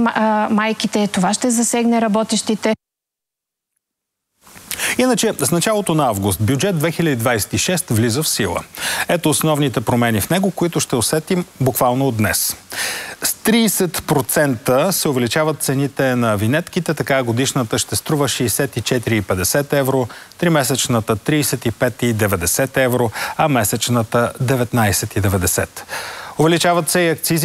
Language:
Bulgarian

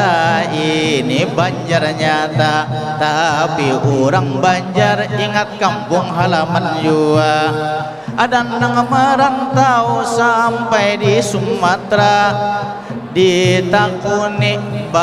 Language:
Banjar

